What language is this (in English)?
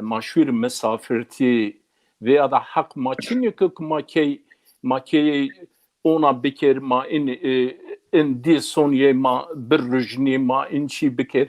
Zaza